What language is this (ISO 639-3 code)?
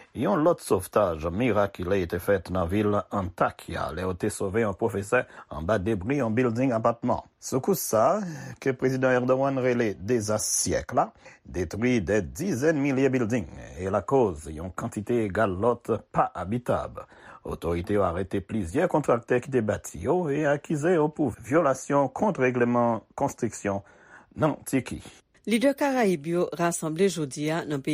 hat